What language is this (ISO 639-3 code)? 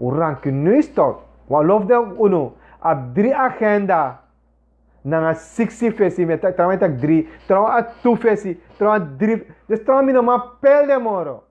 srn